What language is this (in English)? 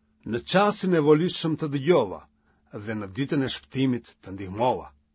Albanian